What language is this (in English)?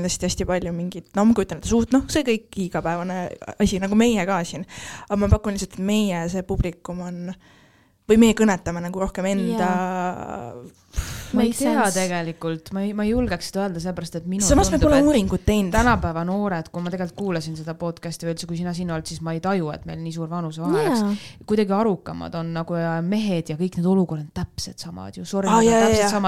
Estonian